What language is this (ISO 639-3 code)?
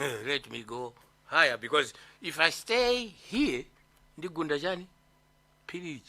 nya